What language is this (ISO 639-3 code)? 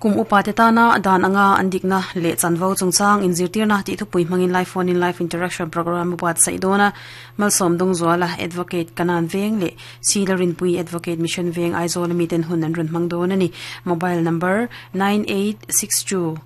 lus